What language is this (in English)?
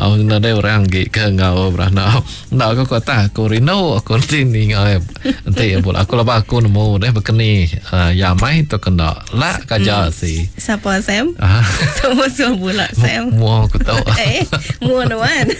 Iban